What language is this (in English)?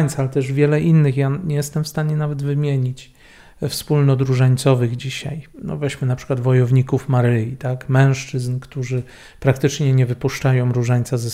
Polish